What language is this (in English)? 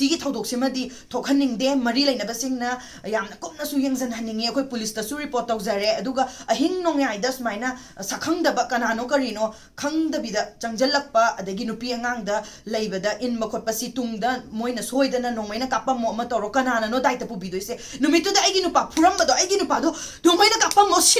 Manipuri